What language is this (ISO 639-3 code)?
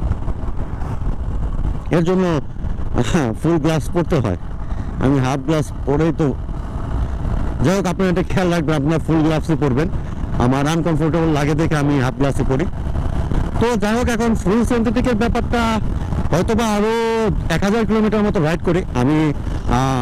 ben